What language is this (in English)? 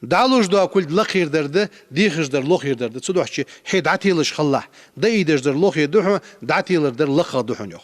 Ingush